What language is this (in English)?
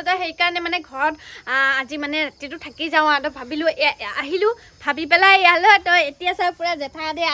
Assamese